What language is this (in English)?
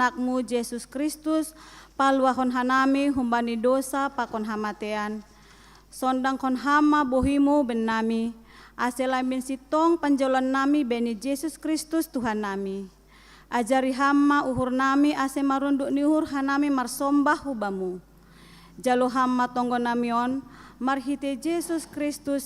Batak Simalungun